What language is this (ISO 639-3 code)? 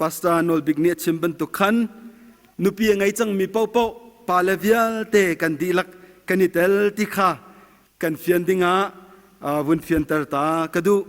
cnh